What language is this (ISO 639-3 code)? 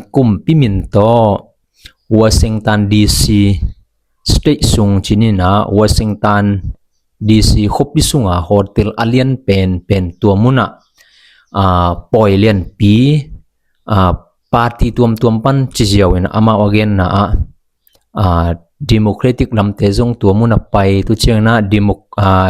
ctd